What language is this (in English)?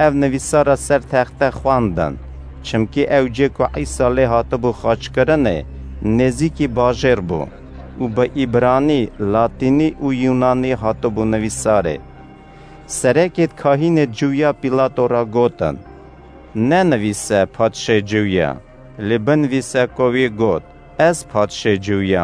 Kurdish